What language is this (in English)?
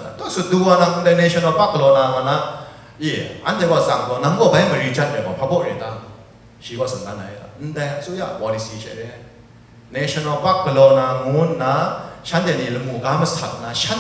Kachin